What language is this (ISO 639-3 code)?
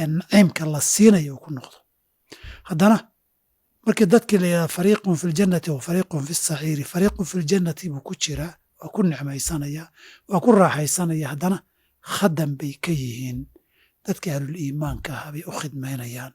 som